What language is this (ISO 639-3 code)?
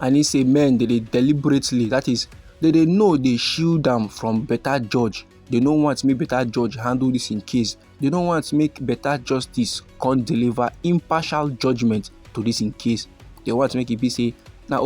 pcm